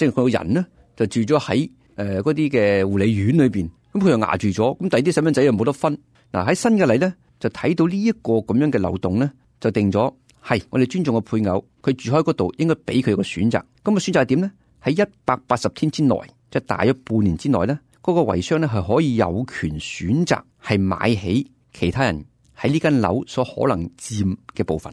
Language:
Cantonese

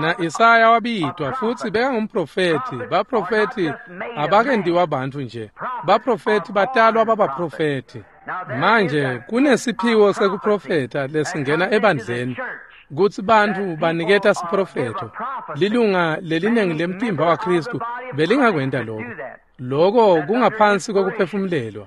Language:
Swati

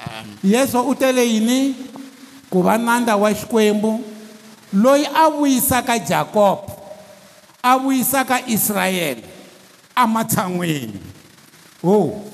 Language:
Tsonga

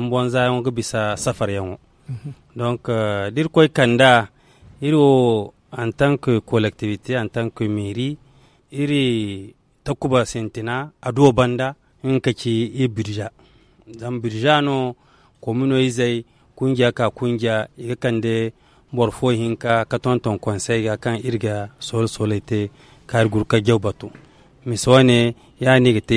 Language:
Zarma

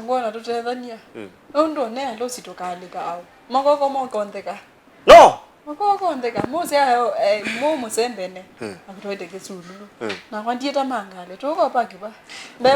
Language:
Kamba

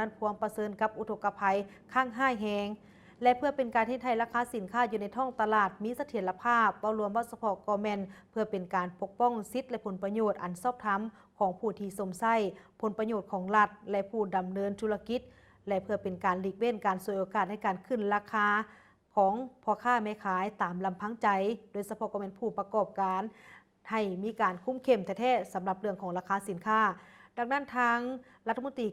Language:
Lao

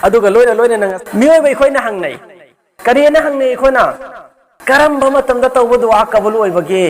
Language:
Manipuri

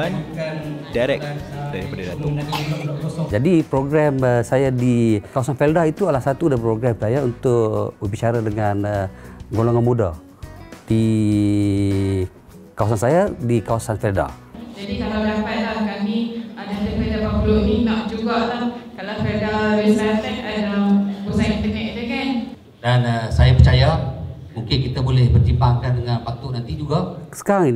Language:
Malay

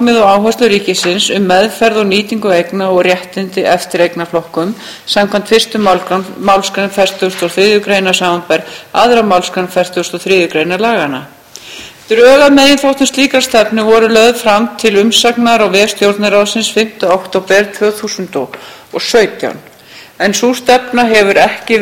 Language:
Icelandic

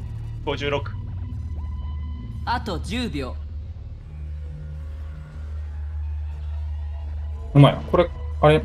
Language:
Japanese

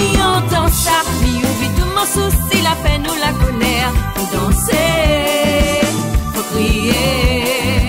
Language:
Réunion Creole French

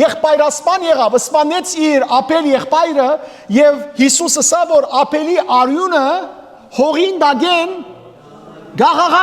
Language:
Western Armenian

